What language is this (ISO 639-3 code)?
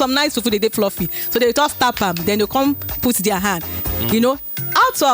pcm